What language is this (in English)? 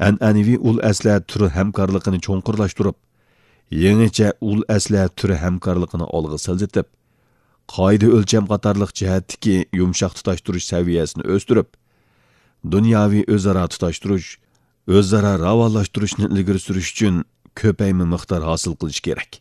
Uyghur